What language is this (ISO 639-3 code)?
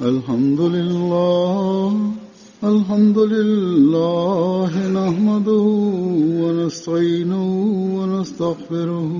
bos